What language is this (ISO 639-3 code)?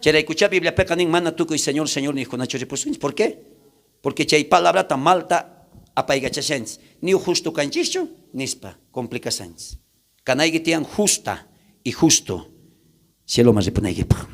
quh